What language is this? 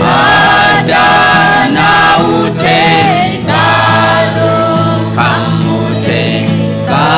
Tedim Chin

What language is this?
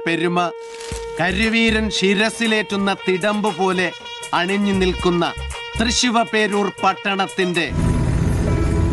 Malayalam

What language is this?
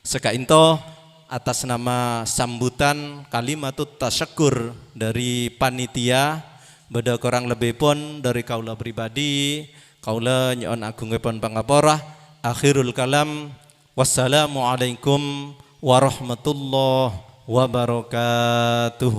Madurese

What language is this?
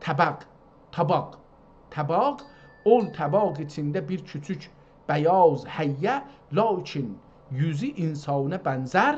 South Azerbaijani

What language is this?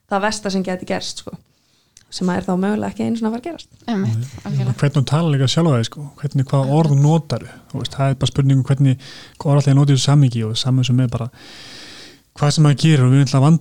Icelandic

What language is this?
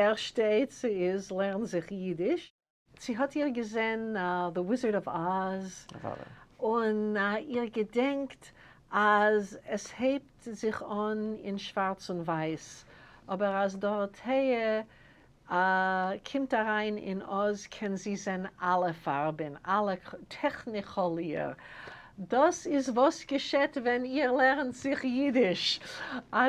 Yiddish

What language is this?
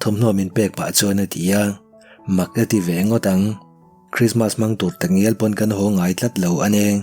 Mizo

